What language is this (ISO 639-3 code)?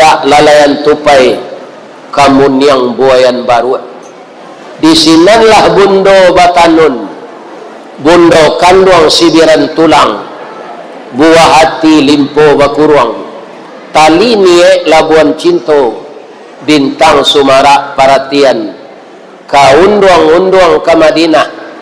min